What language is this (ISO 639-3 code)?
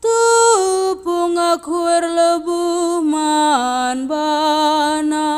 btx